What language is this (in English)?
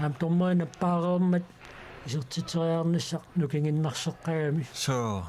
Kalaallisut